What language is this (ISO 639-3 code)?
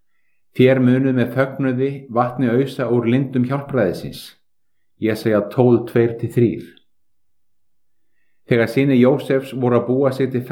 isl